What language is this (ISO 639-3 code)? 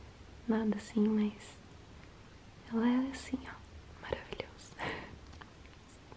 por